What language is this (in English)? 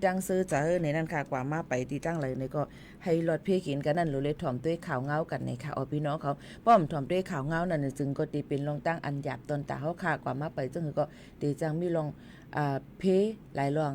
Shan